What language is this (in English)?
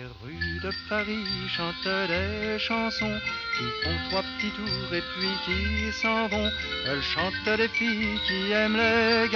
French